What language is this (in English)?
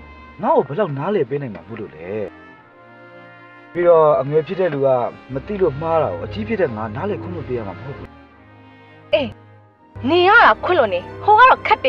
Burmese